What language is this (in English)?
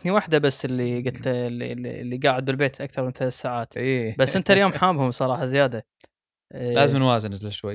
Gulf Arabic